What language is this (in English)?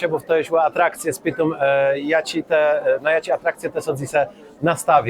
Kashubian